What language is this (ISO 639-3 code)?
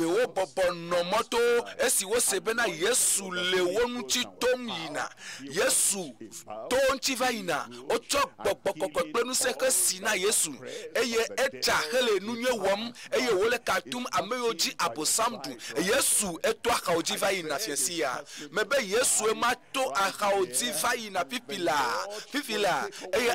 ewe